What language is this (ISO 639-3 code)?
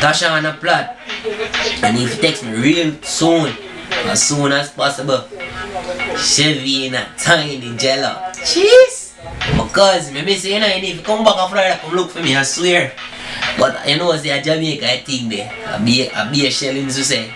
jam